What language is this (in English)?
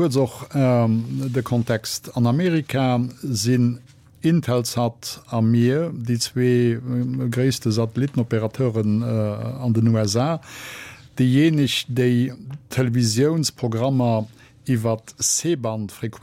Luxembourgish